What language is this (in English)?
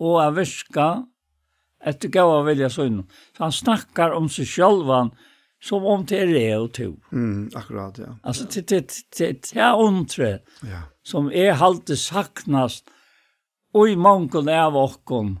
Faroese